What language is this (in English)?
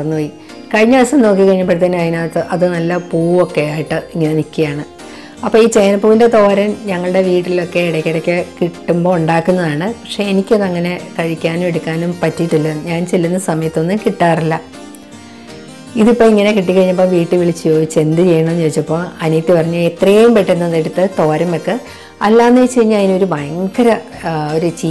Malayalam